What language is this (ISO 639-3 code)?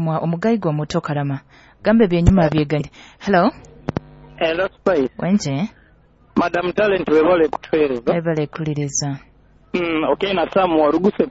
nyo